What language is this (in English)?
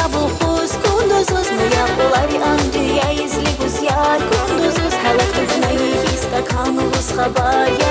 Tabassaran